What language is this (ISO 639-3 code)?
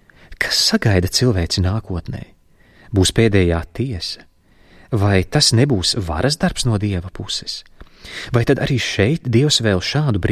lav